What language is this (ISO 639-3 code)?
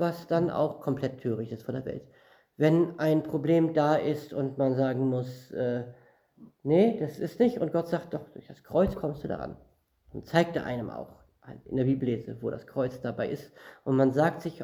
deu